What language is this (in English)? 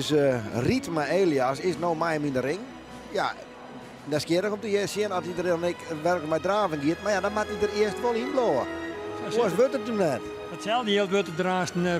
Western Frisian